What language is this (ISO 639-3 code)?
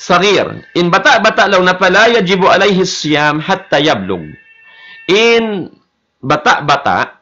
tsg